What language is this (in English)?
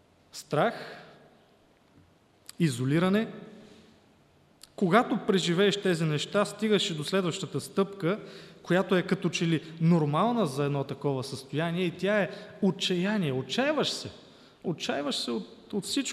Bulgarian